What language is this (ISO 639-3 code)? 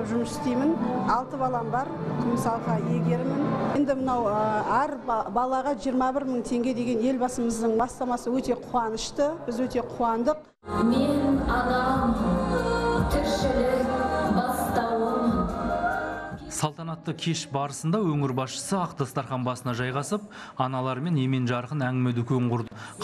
kaz